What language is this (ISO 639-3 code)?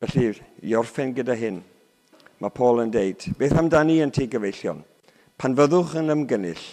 cym